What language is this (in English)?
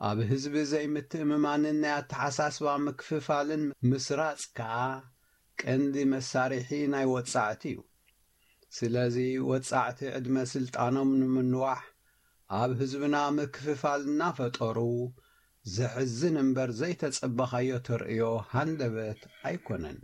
Tigrinya